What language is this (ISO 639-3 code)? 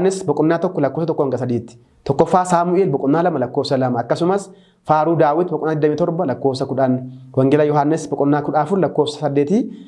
orm